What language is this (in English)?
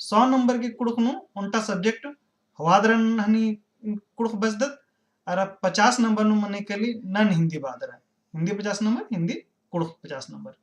Kurukh